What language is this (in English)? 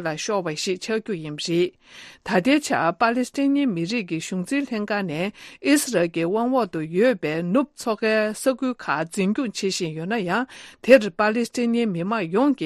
Tibetan